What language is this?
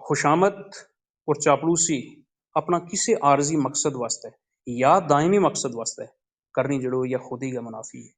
Gujari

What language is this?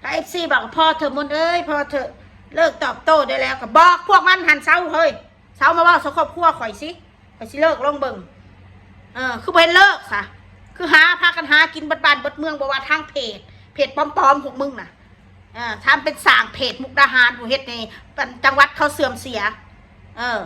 Northeastern Thai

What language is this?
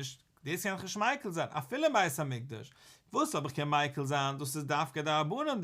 Yiddish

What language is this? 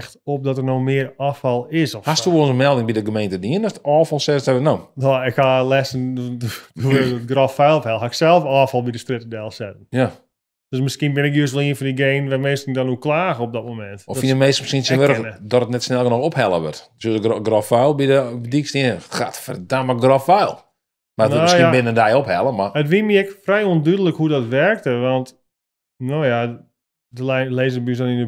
Western Frisian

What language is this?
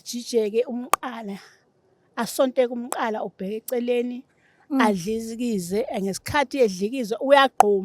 Zulu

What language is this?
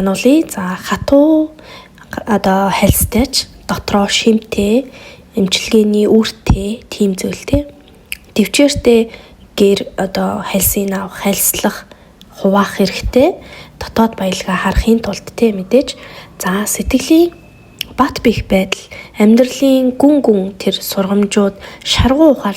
Mongolian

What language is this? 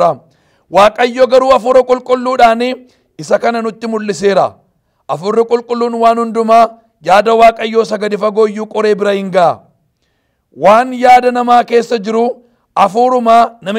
Oromo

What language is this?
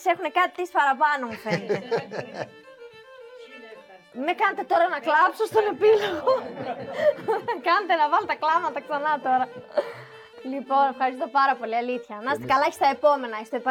Greek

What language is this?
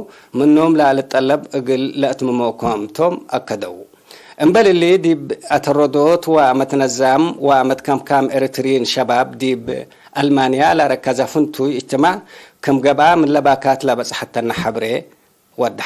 Tigre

